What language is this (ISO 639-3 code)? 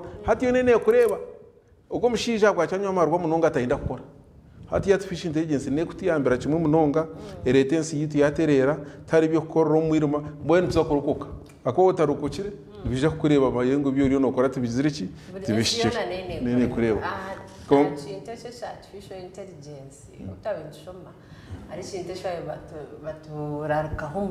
nyn